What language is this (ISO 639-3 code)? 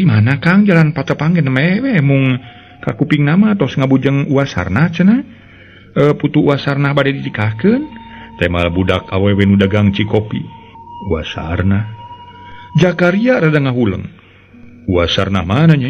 sun